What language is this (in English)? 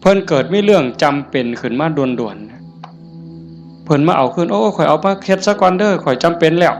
Northeastern Thai